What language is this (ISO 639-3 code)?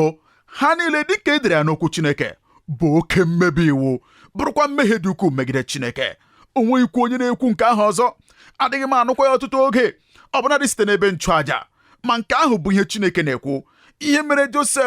ibo